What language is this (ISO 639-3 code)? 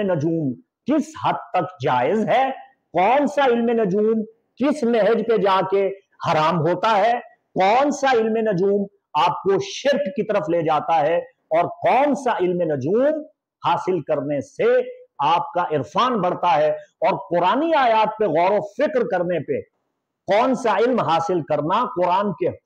urd